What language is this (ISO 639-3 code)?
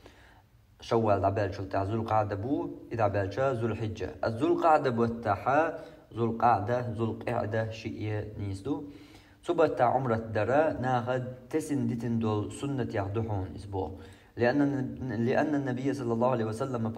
che